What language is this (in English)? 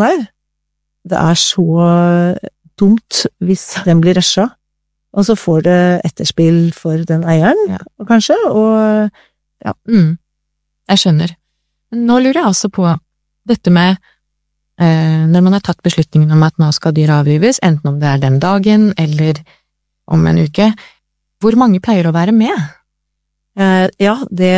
Norwegian